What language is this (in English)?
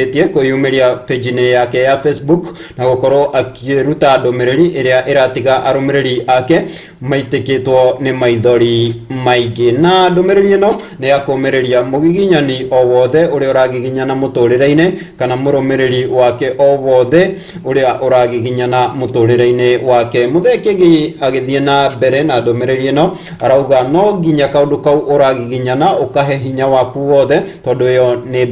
Kikuyu